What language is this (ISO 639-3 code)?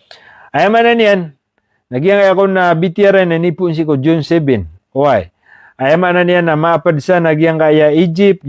mrw